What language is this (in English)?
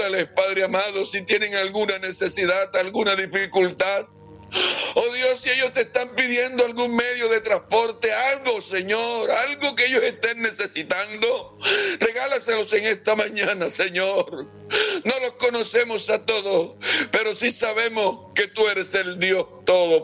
Spanish